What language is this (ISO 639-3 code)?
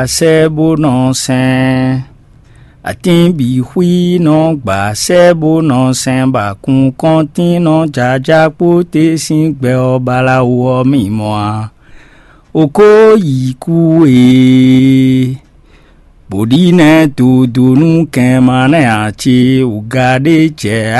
fon